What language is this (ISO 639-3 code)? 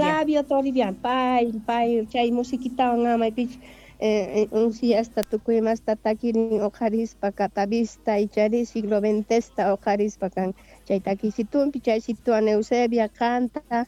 quh